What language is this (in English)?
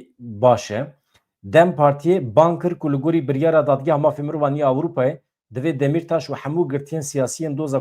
Kurdish